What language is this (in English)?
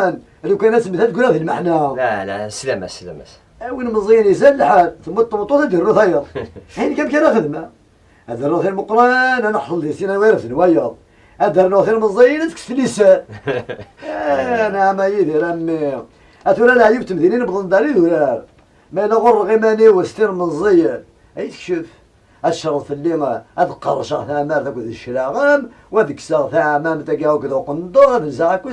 Kabyle